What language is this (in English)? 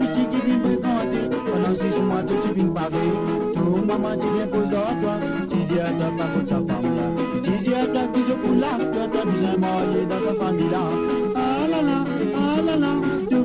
Morisyen